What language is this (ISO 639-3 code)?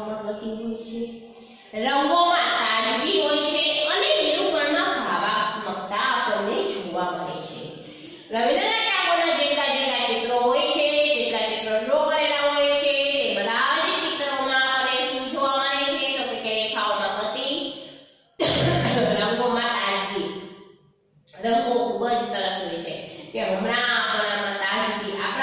guj